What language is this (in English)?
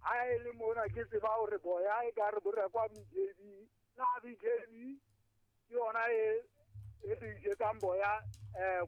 Southern Sotho